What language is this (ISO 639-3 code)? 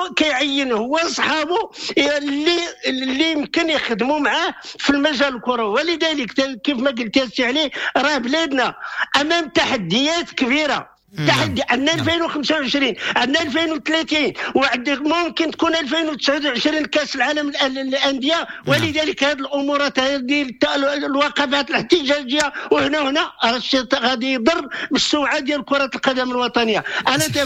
ary